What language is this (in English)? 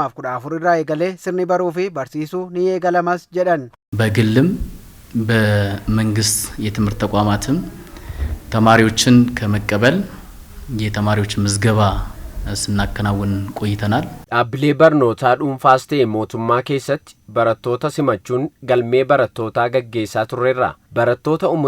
Oromo